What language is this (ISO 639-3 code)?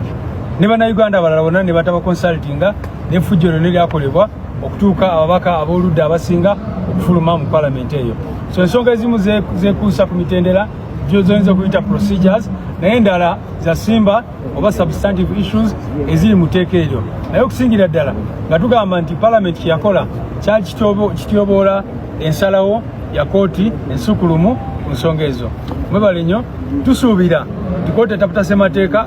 lug